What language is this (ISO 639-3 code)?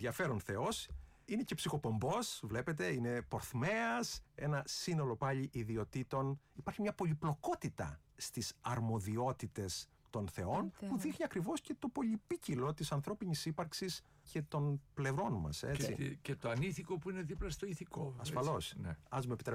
ell